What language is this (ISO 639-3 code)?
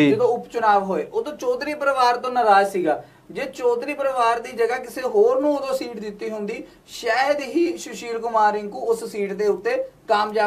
pan